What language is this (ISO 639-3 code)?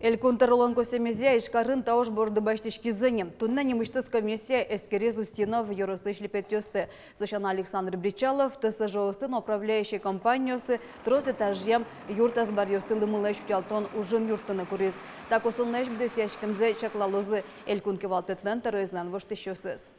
udm